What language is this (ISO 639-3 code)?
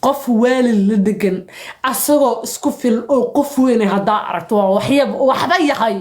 som